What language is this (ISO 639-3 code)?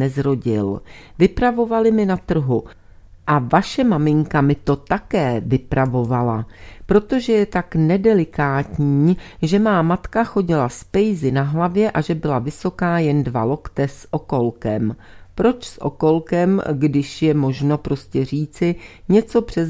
ces